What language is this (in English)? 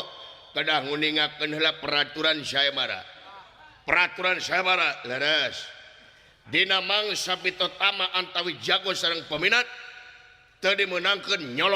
Sundanese